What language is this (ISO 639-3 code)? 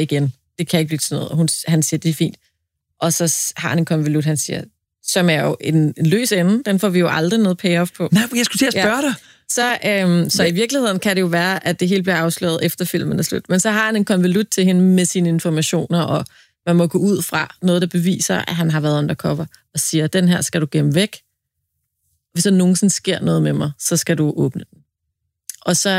dan